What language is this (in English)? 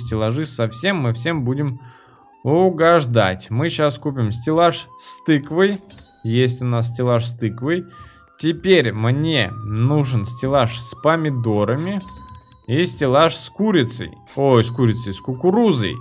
Russian